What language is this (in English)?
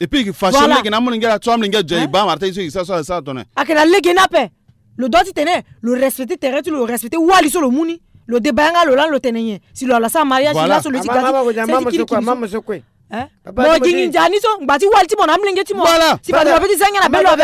Sango